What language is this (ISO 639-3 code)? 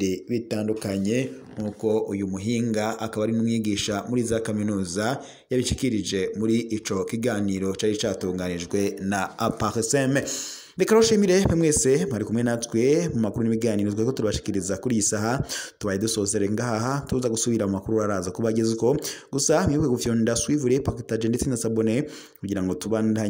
run